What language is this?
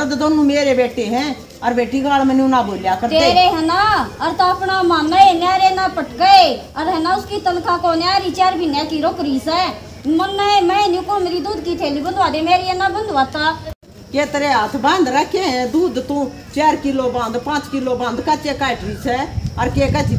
Haryanvi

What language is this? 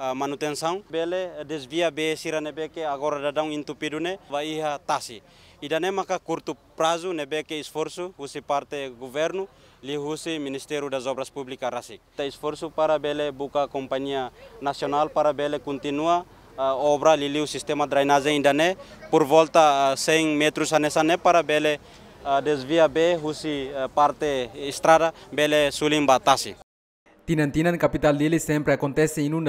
Tetum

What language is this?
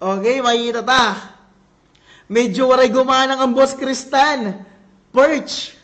Waray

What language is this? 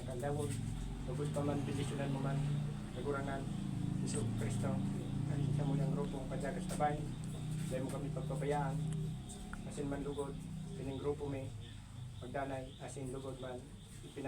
Bikol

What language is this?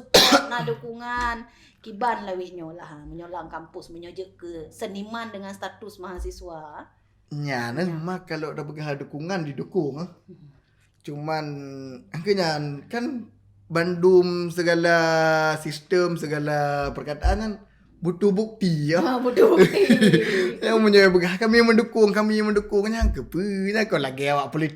Achinese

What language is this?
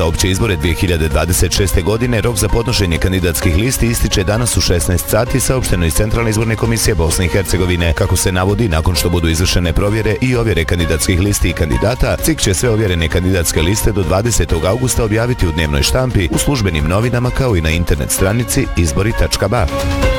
Bosnian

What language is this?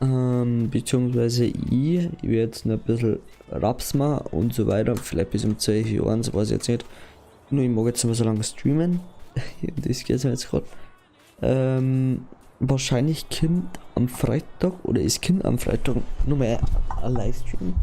Bavarian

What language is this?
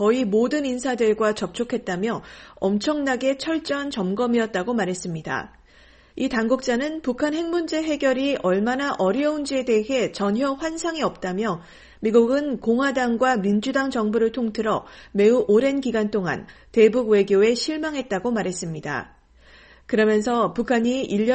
Korean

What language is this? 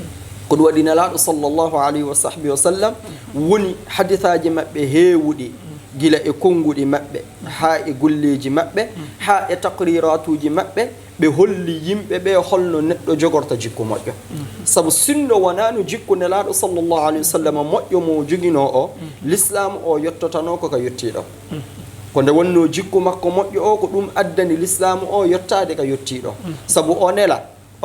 Fula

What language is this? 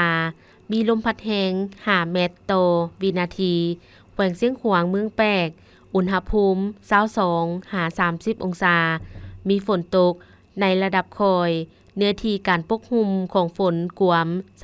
Lao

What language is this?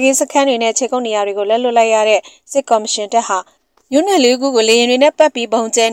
Burmese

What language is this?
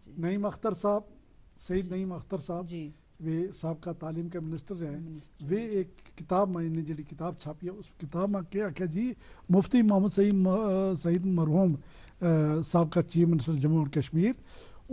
Gujari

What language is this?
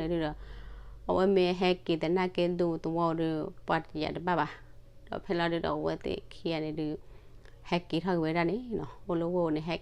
S'gaw Karen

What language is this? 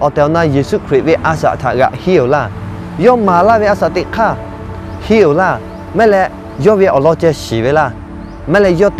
Lahu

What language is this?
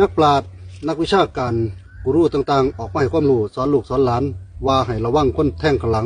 Lao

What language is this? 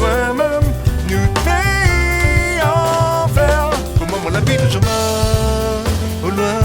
Réunion Creole French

